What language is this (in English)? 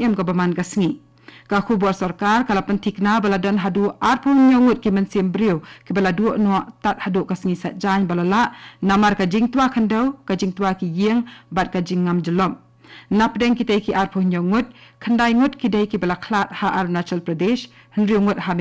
Khasi